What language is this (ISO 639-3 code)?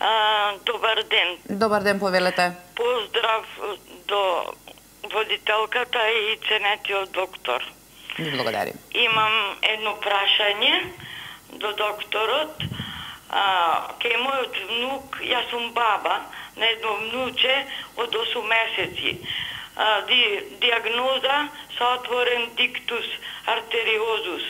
mkd